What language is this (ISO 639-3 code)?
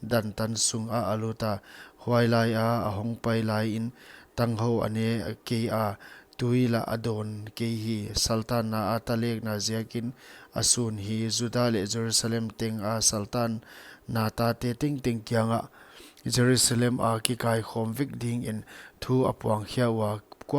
pck